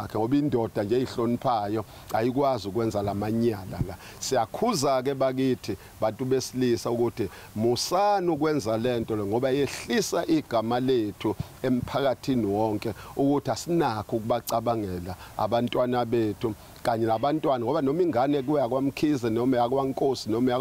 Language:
Zulu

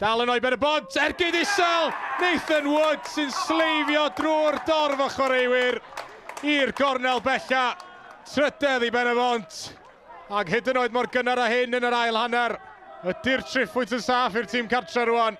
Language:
Welsh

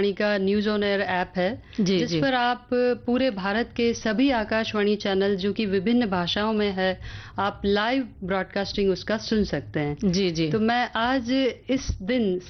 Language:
Hindi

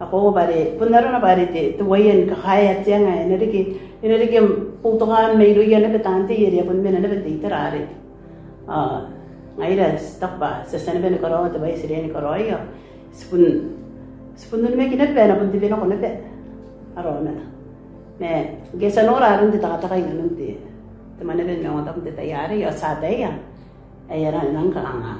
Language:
Gilbertese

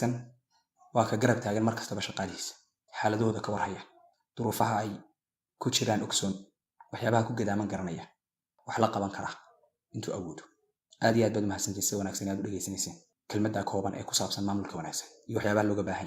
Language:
Somali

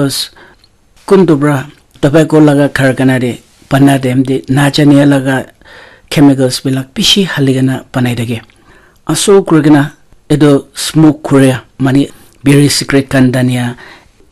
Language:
Naga Pidgin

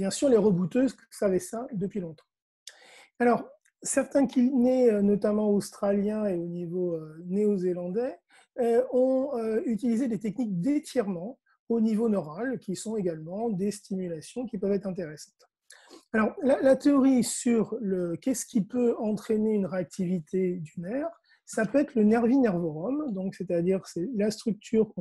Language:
French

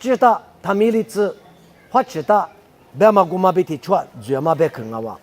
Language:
Lisu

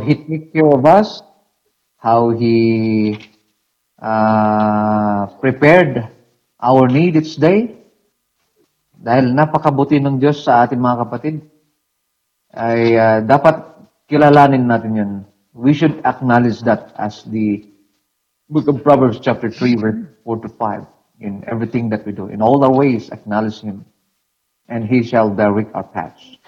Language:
Filipino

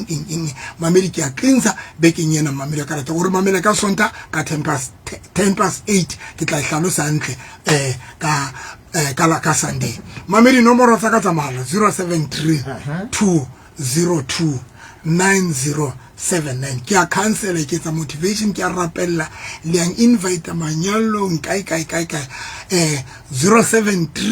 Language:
Southern Sotho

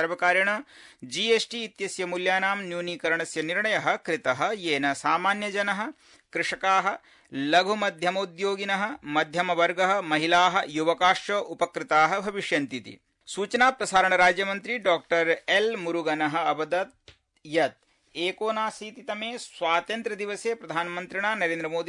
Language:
Sanskrit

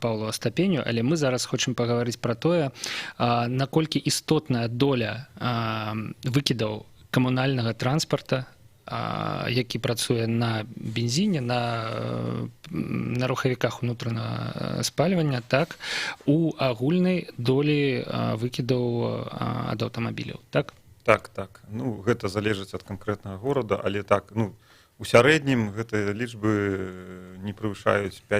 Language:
Belarusian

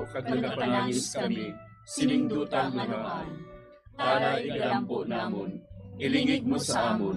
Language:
Hiligaynon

